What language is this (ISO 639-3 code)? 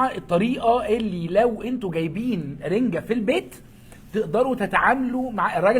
arz